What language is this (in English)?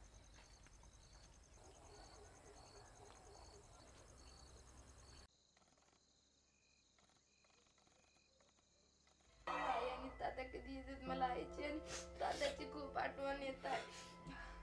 Marathi